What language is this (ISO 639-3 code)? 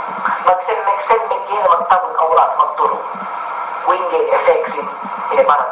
yka